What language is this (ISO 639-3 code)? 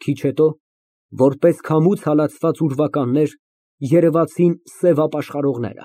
hye